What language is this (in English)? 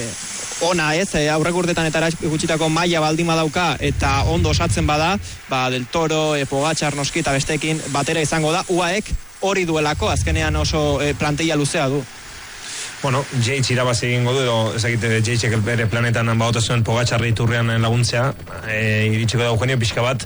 Basque